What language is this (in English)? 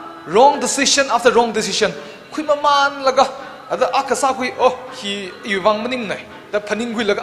Tangkhul Naga (India)